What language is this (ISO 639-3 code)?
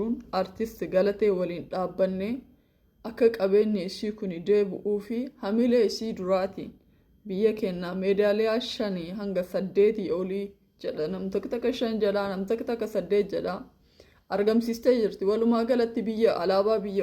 orm